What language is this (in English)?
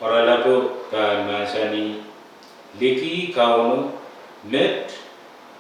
Pohnpeian